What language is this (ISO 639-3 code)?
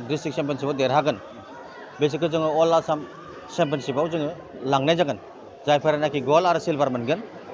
brx